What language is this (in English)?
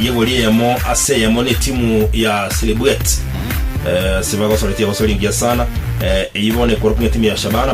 Gusii